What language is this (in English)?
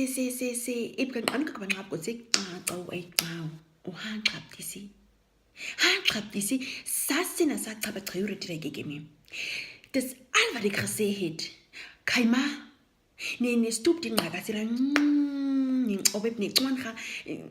Nama